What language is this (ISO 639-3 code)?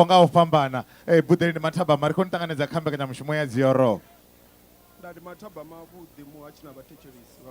ven